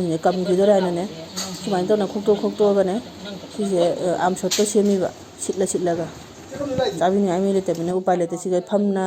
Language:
Manipuri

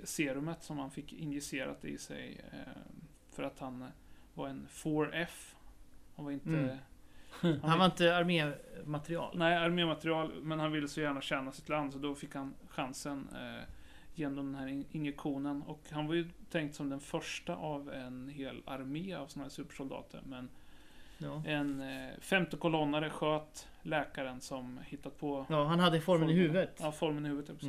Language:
Swedish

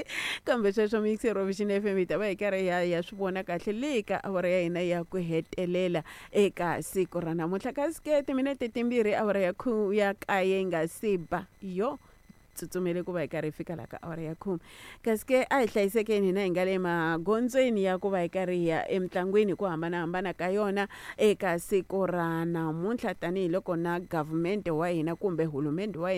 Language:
Tsonga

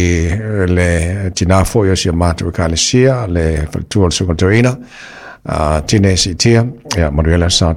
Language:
Samoan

